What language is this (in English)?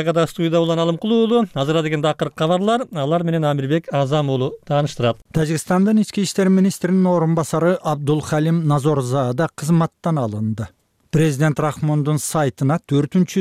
Kyrgyz